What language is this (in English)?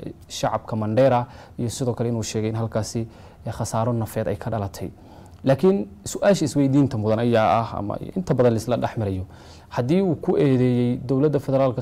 Somali